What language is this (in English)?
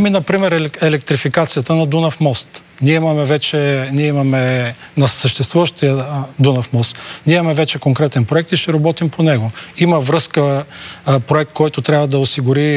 Bulgarian